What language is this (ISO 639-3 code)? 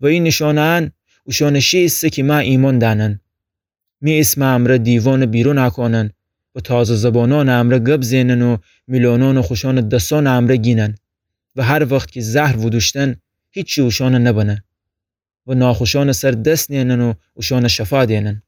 glk